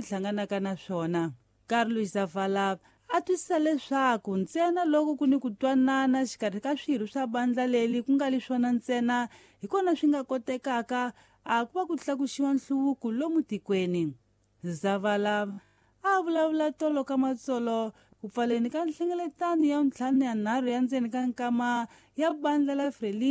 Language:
Tsonga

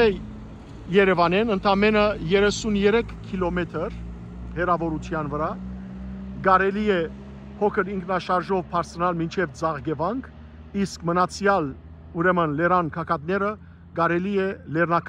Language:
Western Armenian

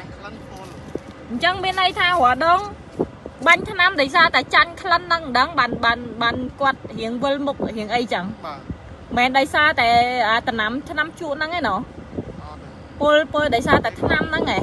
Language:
Khmer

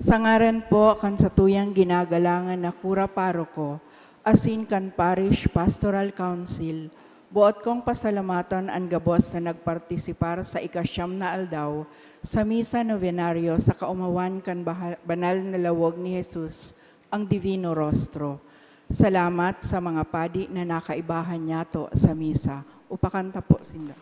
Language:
Bikol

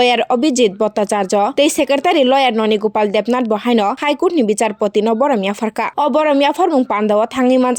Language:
Kok Borok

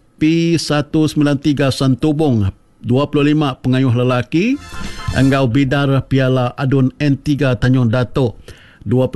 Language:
Iban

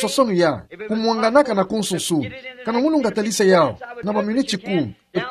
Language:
Kituba (Democratic Republic of Congo)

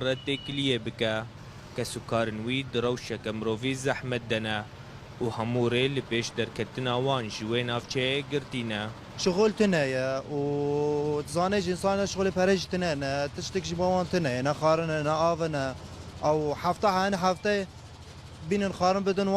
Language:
Kurdish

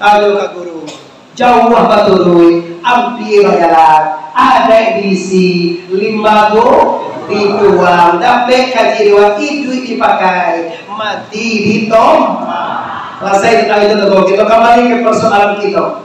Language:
Minangkabau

